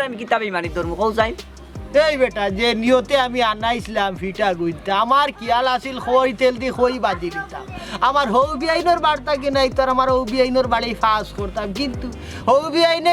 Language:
Sylheti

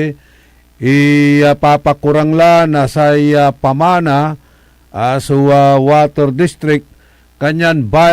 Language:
Pangasinan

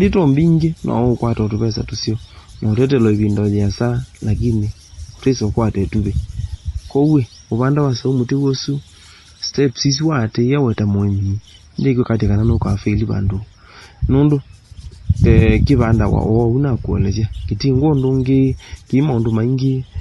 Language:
Kamba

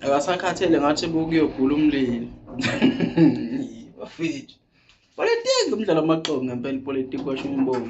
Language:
Zulu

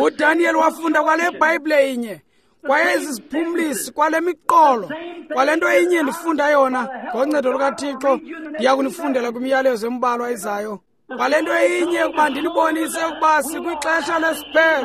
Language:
Xhosa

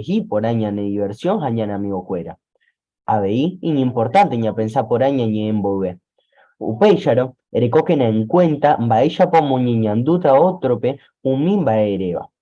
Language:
Guarani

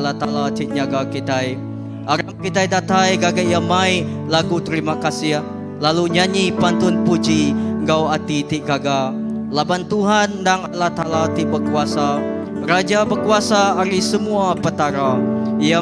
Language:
Iban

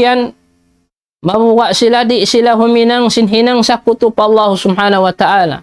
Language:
Tausug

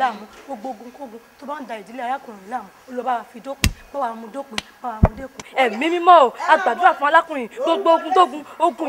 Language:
Yoruba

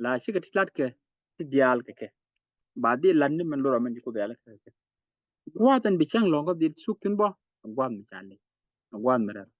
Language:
Nuer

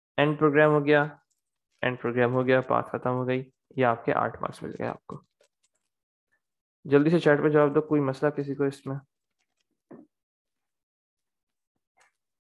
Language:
Hindi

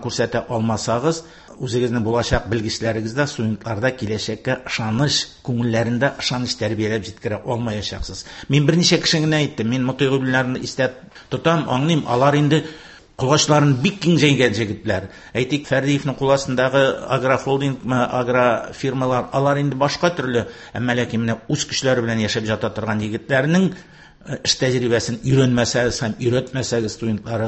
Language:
Tatar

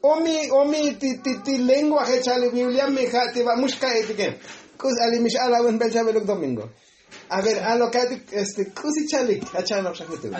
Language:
Tzotzil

